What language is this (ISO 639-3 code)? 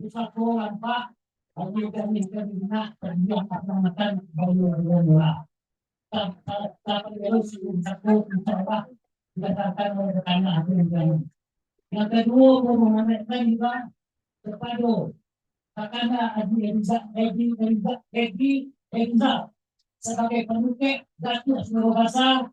min